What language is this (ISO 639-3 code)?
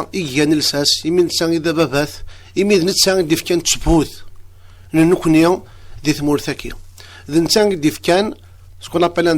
kab